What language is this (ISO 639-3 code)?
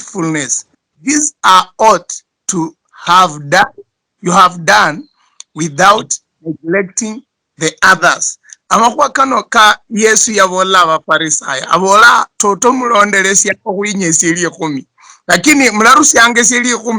luy